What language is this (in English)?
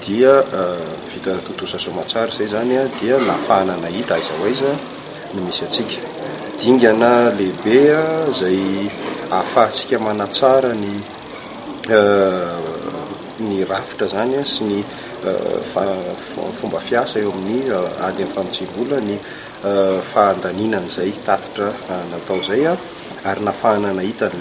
Malagasy